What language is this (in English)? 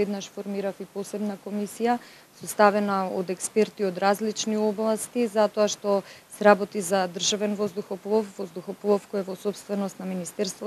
Macedonian